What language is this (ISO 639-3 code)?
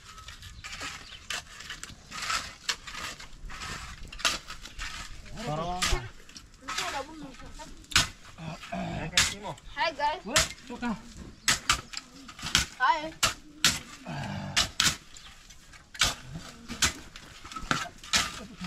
swa